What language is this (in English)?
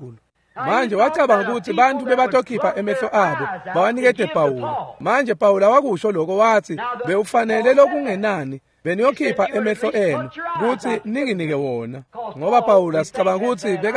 Swati